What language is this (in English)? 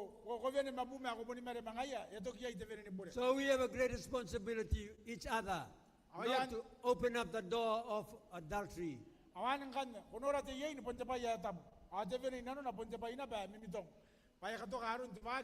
Gilbertese